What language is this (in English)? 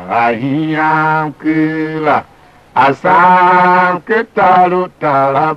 Tiv